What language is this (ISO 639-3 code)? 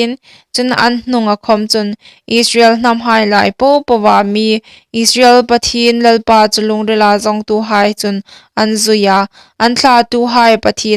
hmr